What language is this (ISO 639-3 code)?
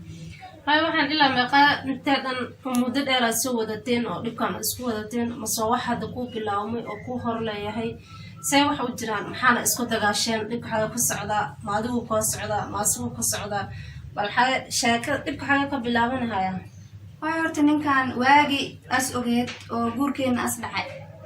som